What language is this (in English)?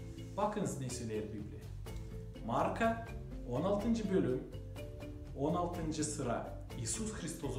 Gagauz